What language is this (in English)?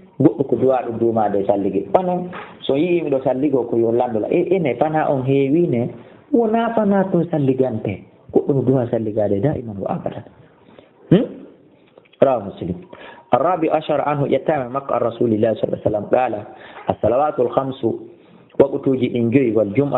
Fula